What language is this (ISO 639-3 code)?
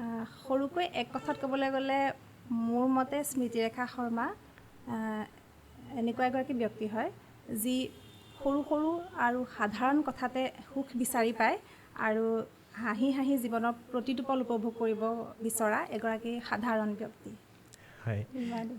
asm